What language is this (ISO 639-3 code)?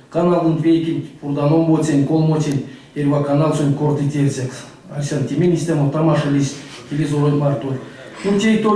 myv